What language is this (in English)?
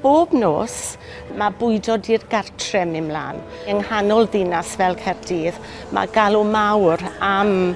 Welsh